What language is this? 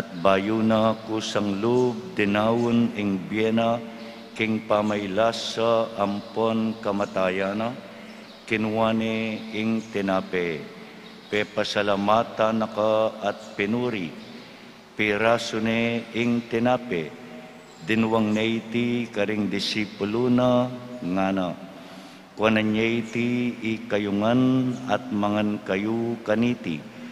Pampanga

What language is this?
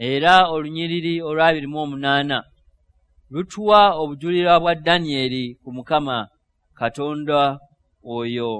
Ganda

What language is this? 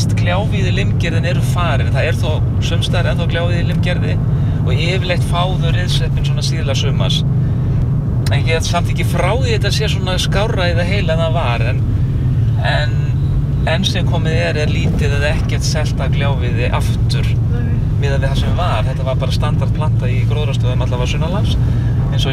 Icelandic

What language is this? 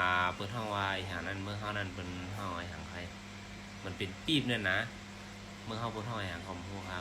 Shan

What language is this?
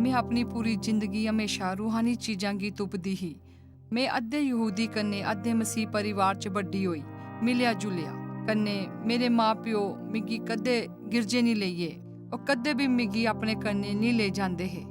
Dogri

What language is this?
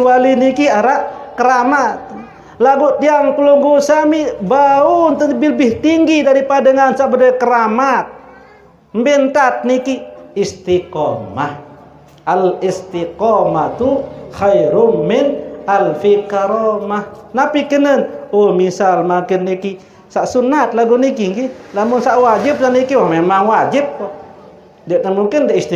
Sasak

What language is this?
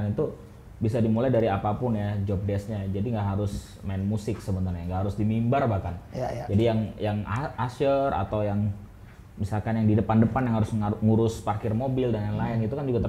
Indonesian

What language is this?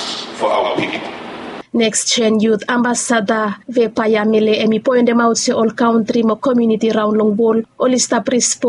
Bislama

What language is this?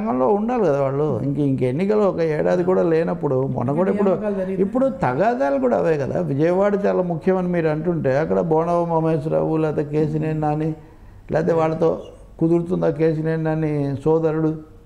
Telugu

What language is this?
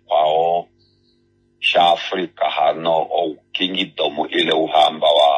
Kuanyama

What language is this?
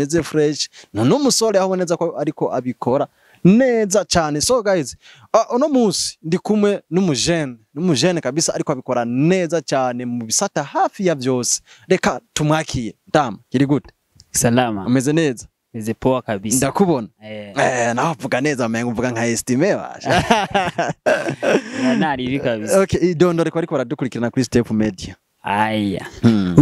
Rundi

